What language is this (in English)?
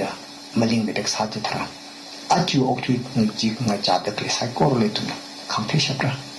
Tangkhul Naga (India)